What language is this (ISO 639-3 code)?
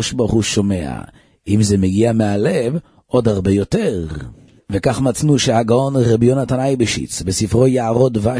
heb